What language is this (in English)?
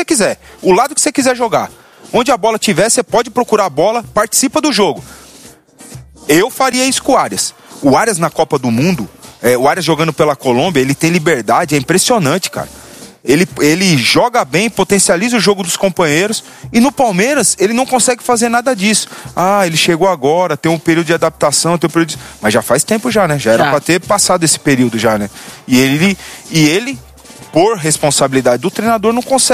Portuguese